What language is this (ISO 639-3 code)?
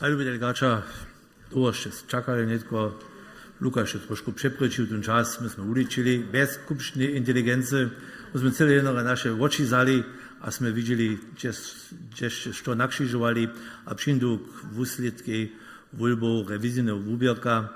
hsb